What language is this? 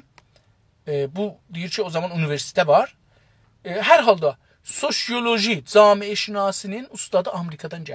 South Azerbaijani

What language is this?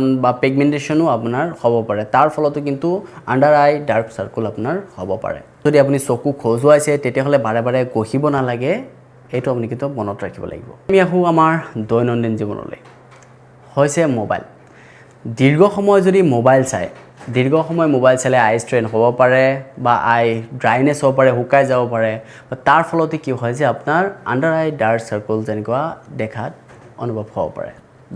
Assamese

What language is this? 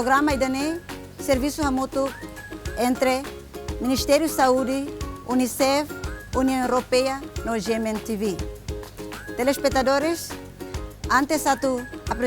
Tetum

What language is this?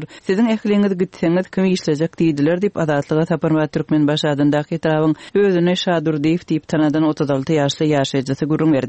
Turkmen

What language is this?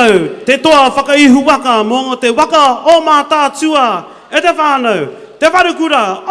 Māori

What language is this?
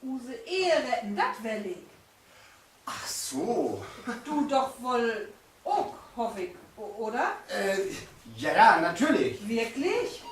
Low German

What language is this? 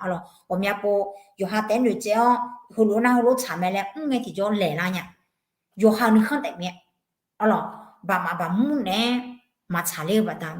Akha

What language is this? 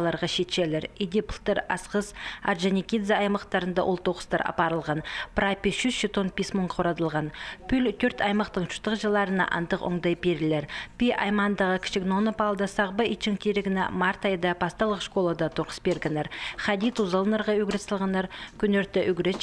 Khakas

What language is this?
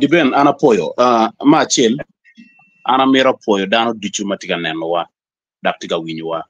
Acoli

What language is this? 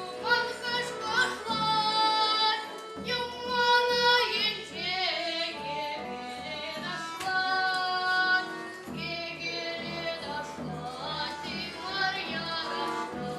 Chuvash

